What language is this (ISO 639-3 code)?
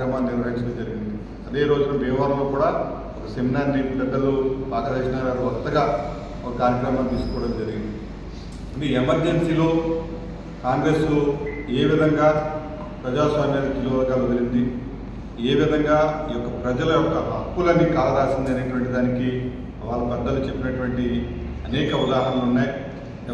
tel